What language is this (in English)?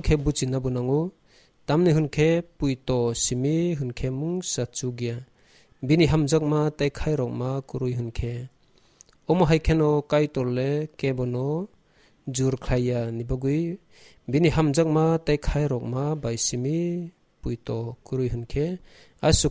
Kok Borok